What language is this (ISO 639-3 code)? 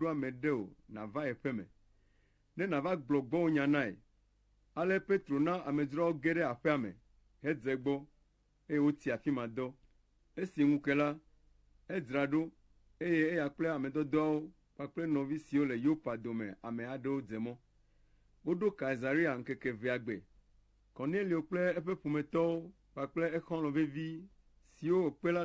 ewe